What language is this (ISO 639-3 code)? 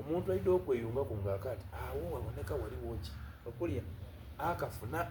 xog